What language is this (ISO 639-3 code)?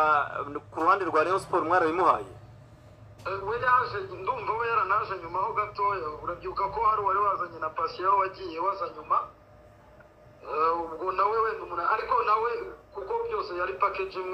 kin